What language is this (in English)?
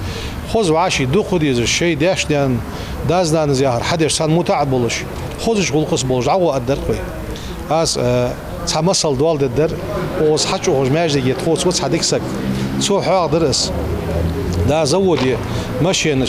Ingush